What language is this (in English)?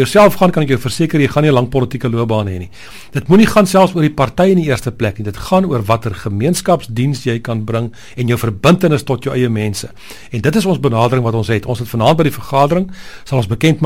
Afrikaans